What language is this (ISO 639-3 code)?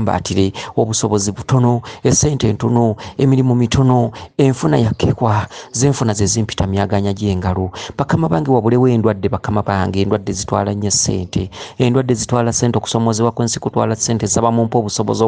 lug